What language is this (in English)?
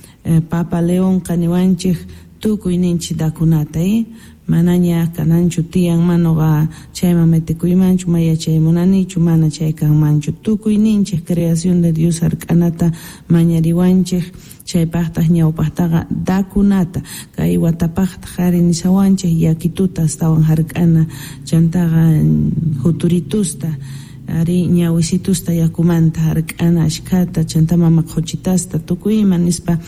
South Bolivian Quechua